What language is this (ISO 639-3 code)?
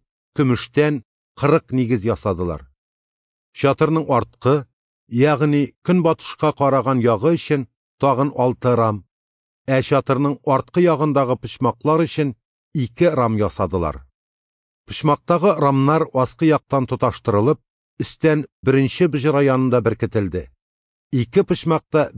tat